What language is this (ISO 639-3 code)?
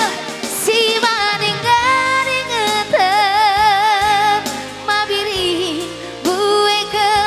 btx